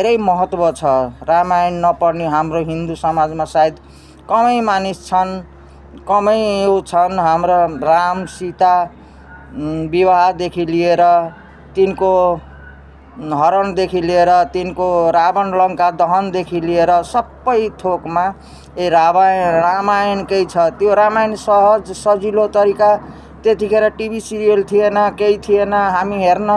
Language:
Nepali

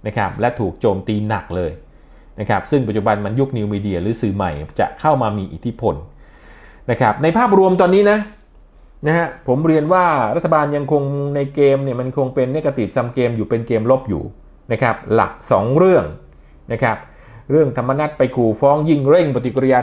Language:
Thai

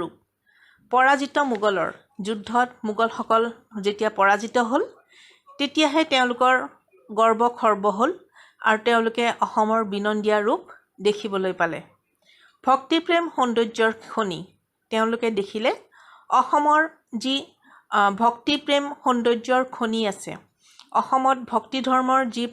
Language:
Assamese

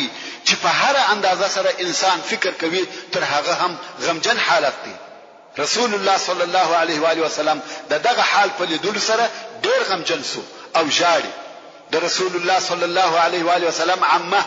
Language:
Pashto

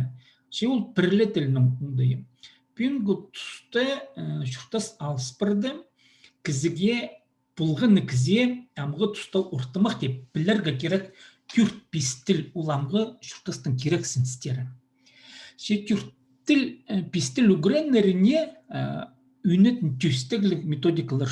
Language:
Khakas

